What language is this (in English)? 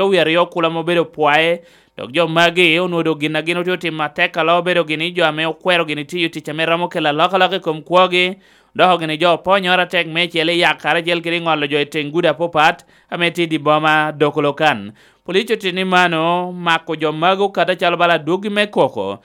Lango (Uganda)